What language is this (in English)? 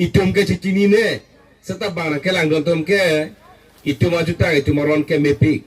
Karbi